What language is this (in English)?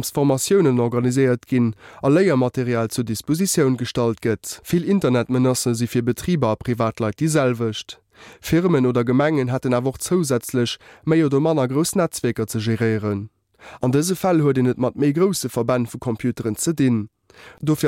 Luxembourgish